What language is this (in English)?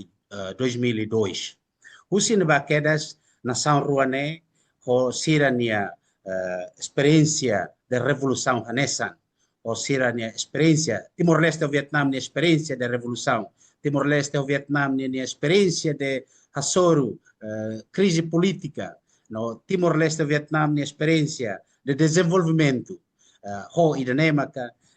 Tetum